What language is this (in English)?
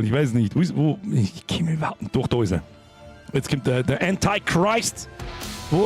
Bavarian